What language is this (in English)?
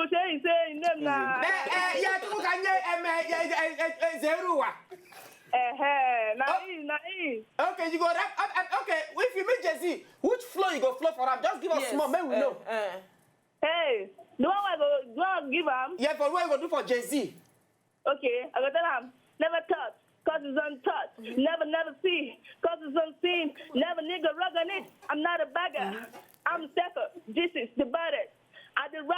Nigerian Pidgin